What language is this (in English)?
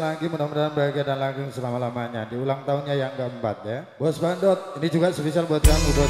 Indonesian